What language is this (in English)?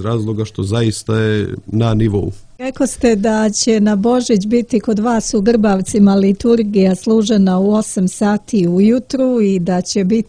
Serbian